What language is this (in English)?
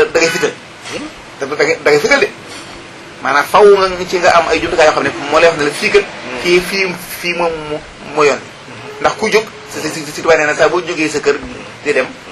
Wolof